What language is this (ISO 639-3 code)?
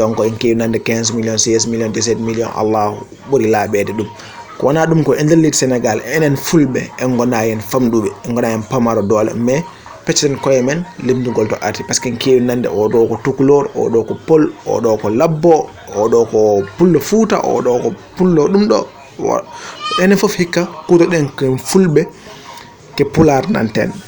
ful